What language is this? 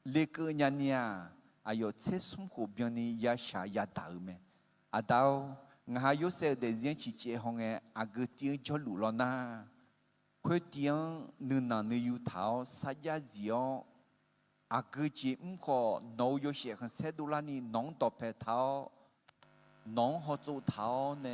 Akha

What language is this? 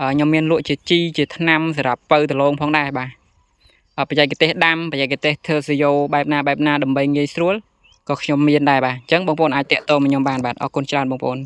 Khmer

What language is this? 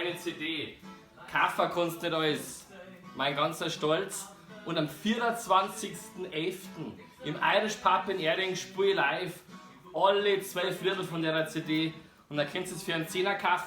Bavarian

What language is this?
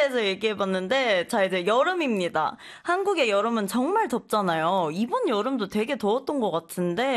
Korean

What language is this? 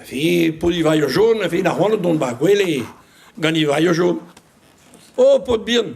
Breton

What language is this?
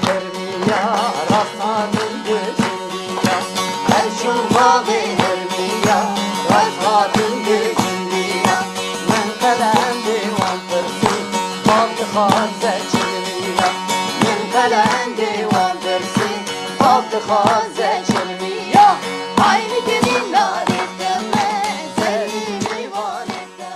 Kurdish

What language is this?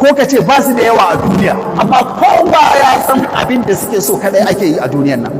Hausa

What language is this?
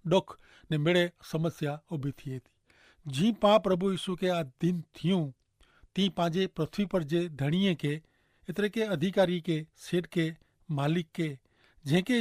Kachhi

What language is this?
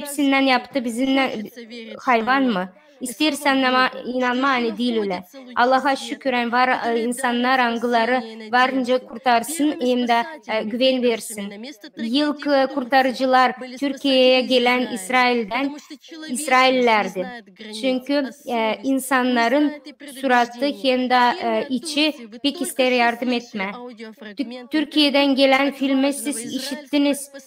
Gagauz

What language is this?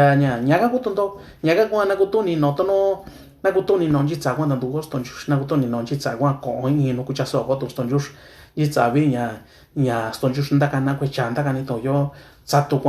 Mixtepec Mixtec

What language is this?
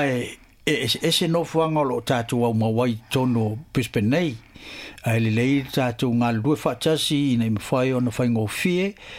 Samoan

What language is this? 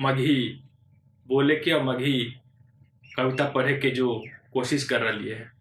Magahi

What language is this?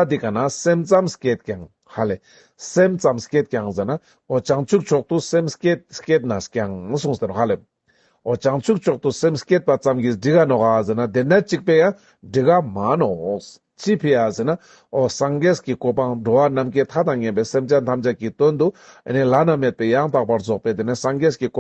Ladakhi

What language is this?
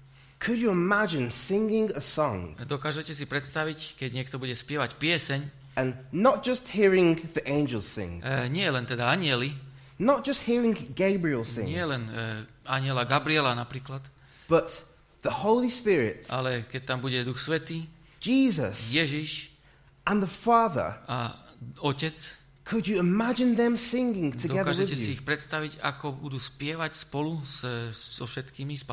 Slovak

